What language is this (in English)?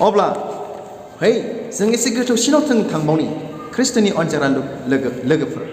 Bodo